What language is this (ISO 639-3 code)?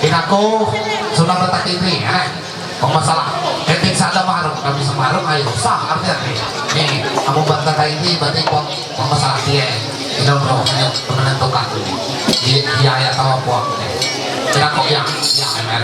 mhy